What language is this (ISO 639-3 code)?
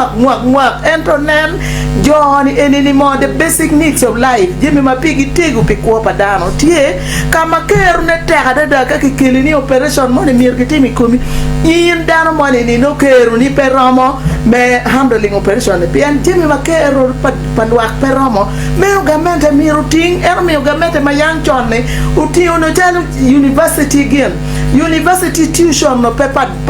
ach